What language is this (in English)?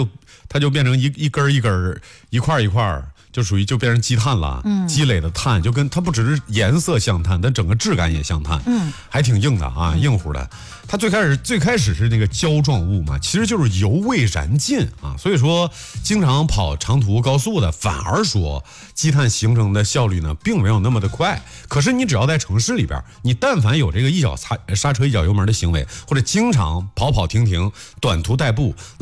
Chinese